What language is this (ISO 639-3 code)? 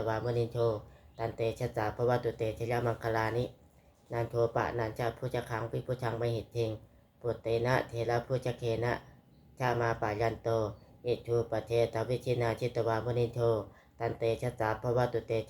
pli